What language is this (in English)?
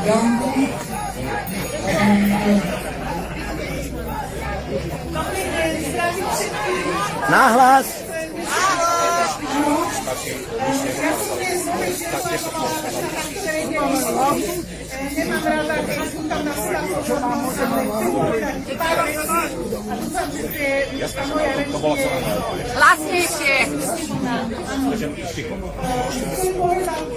Slovak